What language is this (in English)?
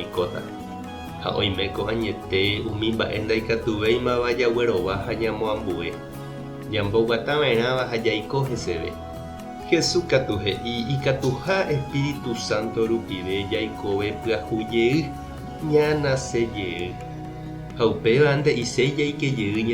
Guarani